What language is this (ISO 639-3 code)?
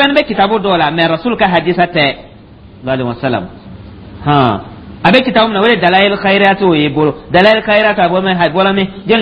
dyu